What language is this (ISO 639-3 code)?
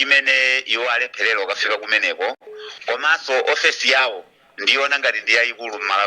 nya